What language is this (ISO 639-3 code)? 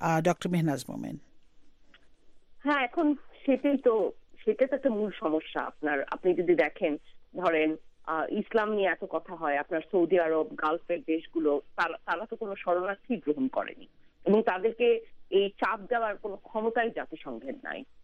ben